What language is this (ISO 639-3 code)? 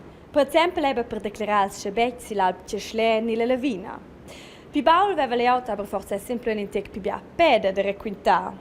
roh